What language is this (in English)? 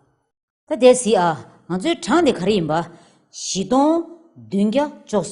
Tibetan